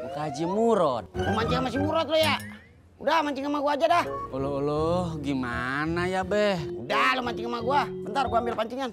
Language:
Betawi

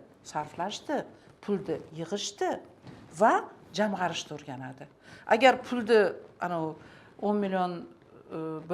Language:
Uzbek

